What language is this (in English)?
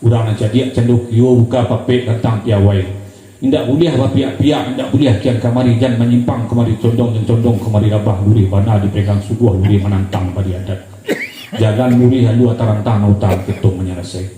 Minangkabau